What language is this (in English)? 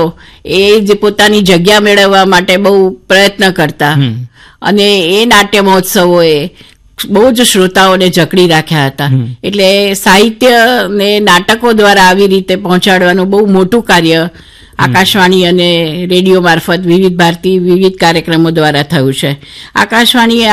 Gujarati